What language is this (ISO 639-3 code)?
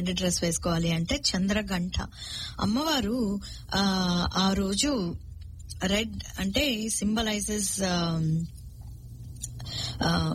tel